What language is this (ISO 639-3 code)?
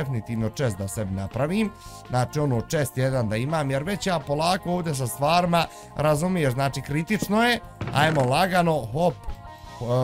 bos